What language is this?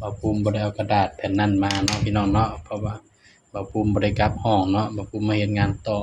Northeastern Thai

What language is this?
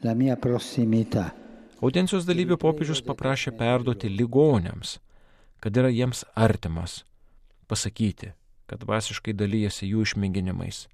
Lithuanian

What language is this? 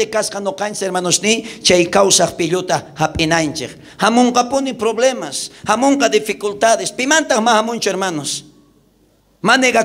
South Bolivian Quechua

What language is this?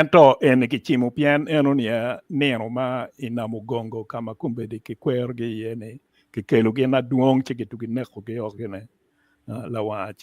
Acoli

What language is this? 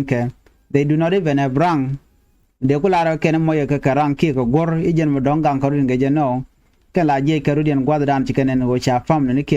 Nuer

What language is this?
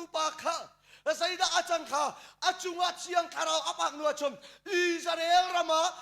Hakha Chin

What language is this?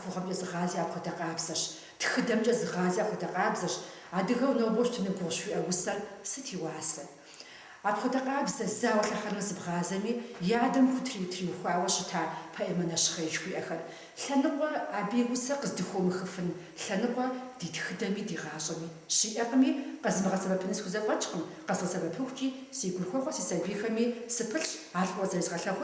Kabardian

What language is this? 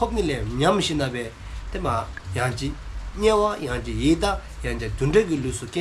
Dzongkha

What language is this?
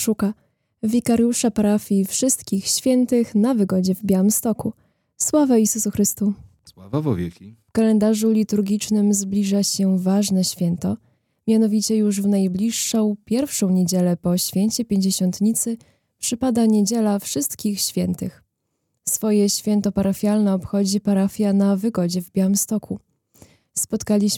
Polish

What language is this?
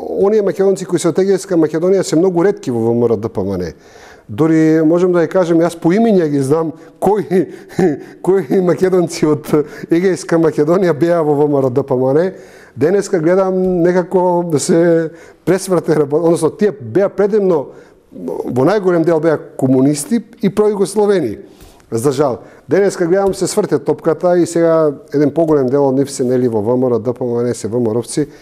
Macedonian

